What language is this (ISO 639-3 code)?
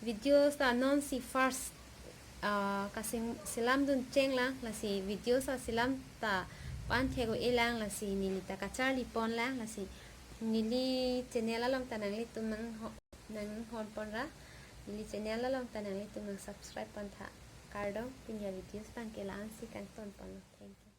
mjw